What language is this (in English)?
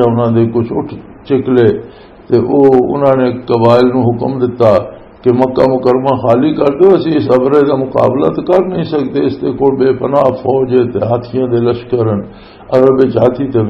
Western Panjabi